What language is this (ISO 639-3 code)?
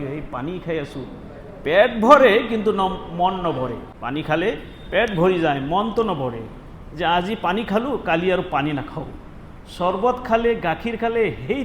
asm